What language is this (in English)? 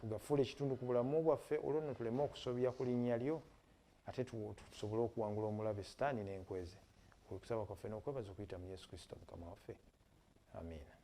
Ganda